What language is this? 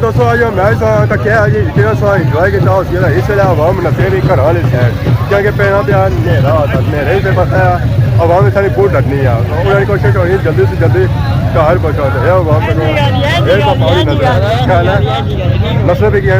Pahari-Potwari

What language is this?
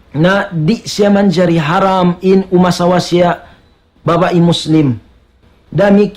Tausug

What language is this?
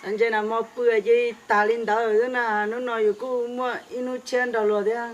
Hmong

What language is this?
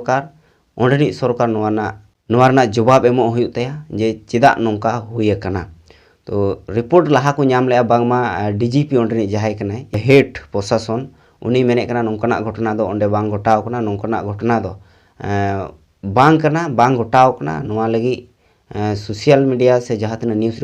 Santali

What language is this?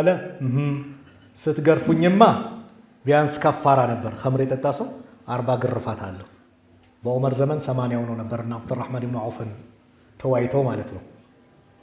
Amharic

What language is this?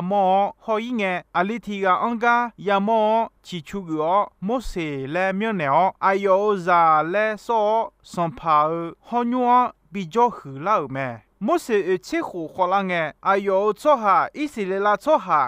Akha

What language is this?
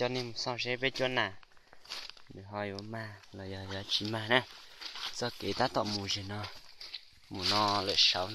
Hmong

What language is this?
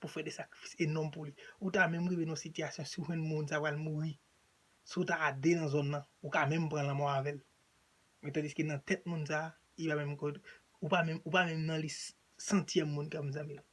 Haitian Creole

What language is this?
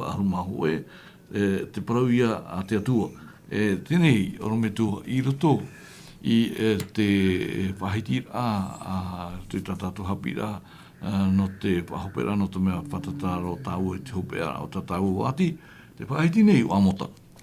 Tahitian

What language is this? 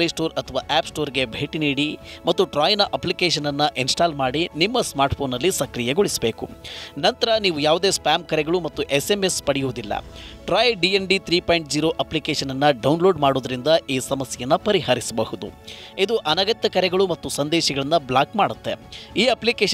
Kannada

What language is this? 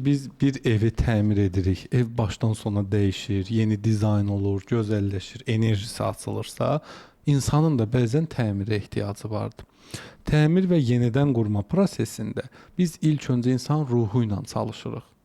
Azerbaijani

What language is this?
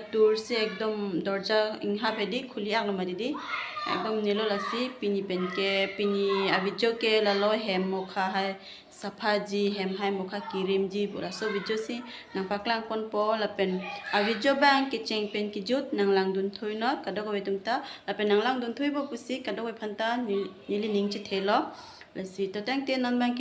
Karbi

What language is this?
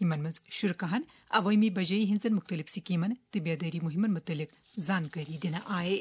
Kashmiri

